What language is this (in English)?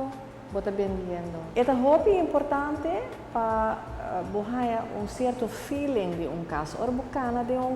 Papiamento